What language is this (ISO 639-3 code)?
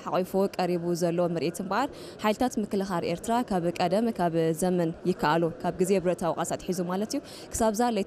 tir